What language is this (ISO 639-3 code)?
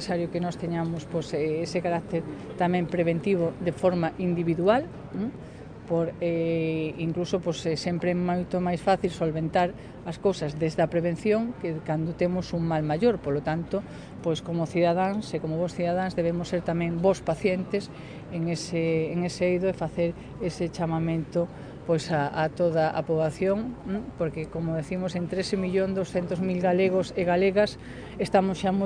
glg